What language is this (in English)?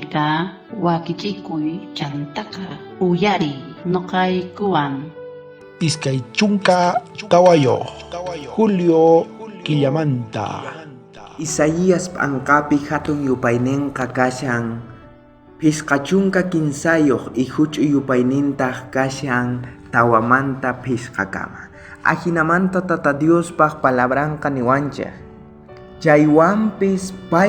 South Bolivian Quechua